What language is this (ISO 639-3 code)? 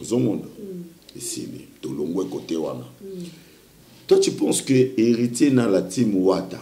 lin